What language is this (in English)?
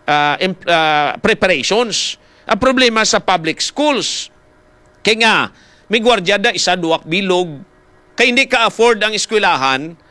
Hiligaynon